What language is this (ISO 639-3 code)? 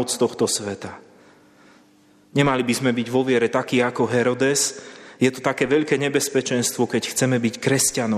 slk